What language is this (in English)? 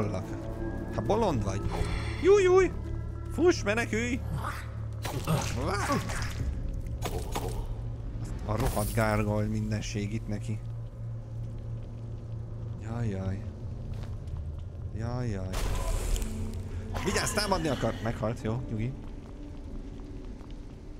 Hungarian